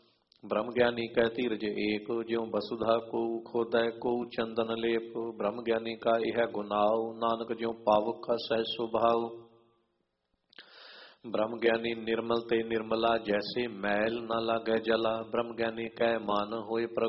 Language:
Punjabi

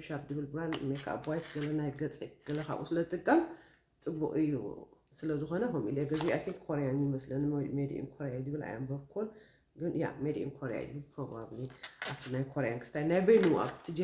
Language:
Tigrinya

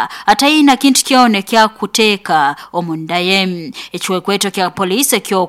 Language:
Nyoro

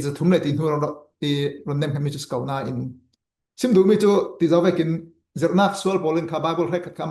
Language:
Falam Chin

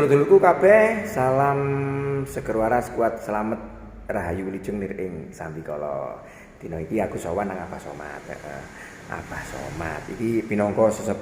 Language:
Javanese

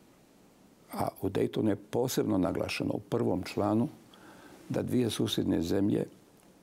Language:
Bosnian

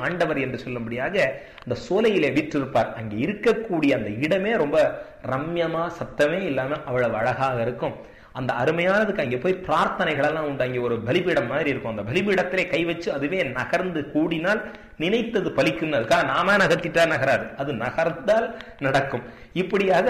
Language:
Tamil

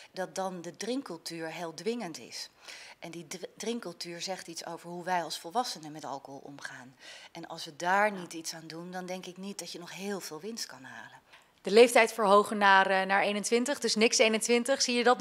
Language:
Dutch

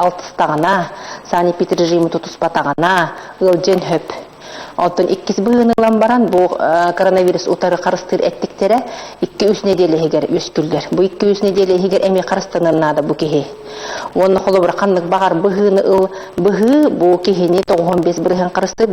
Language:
Yakut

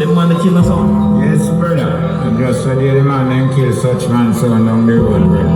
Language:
Jamaican Creole English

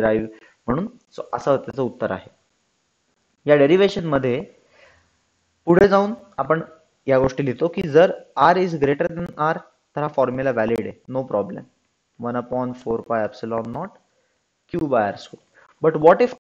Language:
Marathi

